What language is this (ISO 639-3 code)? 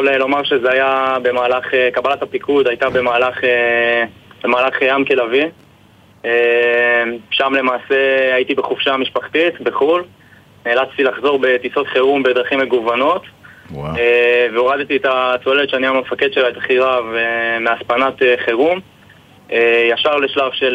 heb